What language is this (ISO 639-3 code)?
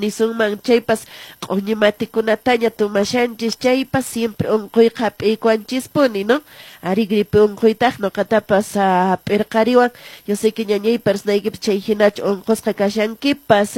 que